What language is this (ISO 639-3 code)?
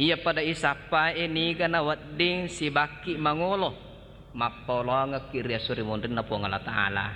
bug